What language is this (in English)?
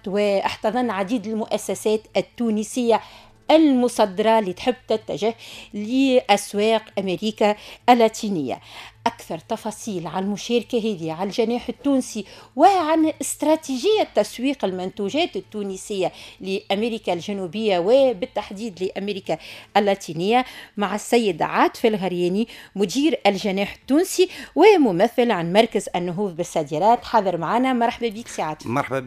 Tunisian Arabic